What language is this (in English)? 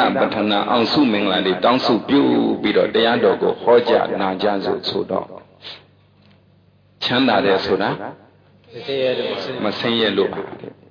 Burmese